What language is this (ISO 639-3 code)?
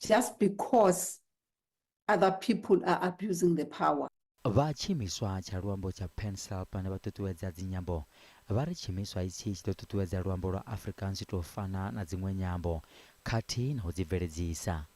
ven